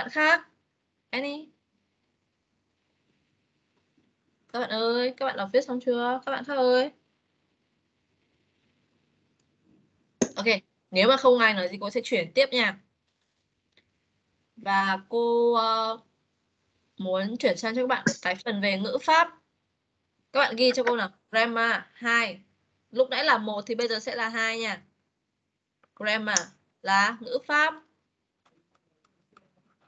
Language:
Vietnamese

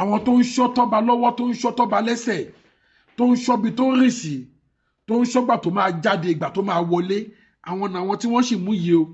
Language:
Yoruba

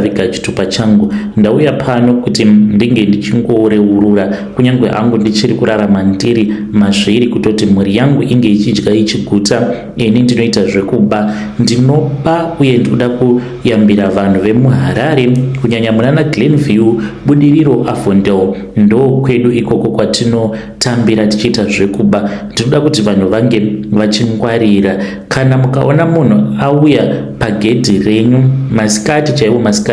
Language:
Shona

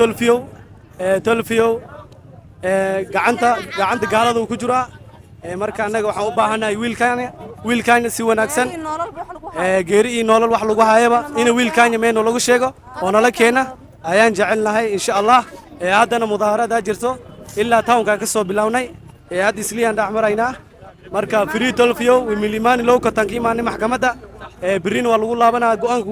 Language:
Somali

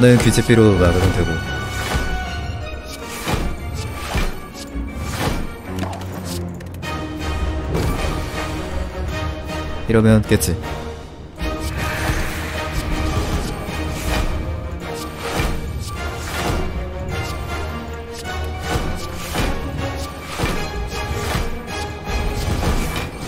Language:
Korean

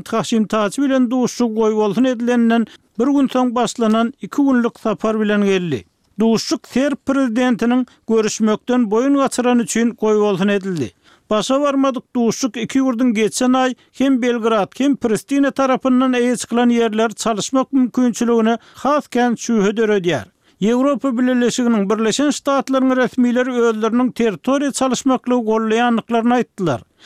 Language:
Turkmen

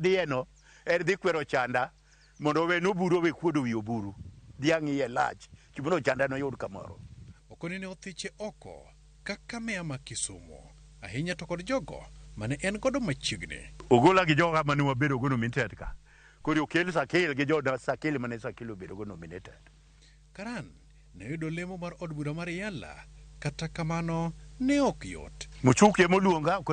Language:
Luo (Kenya and Tanzania)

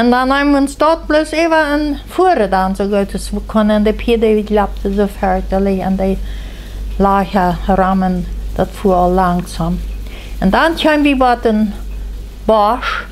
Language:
Plautdietsch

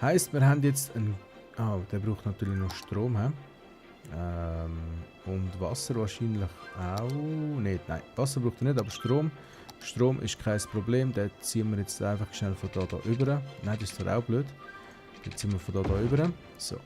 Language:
Swiss German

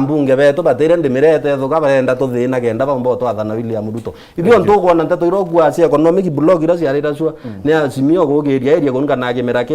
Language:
Meru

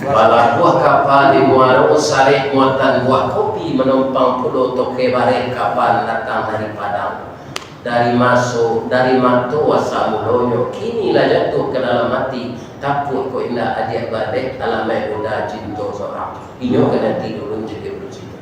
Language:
Minangkabau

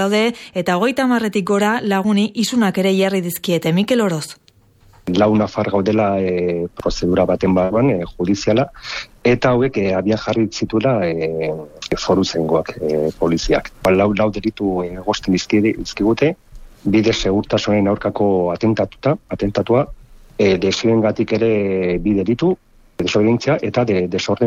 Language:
Basque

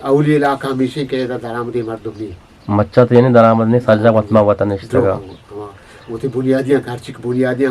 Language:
Eastern Balochi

